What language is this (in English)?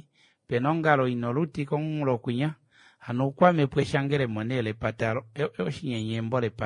Kuanyama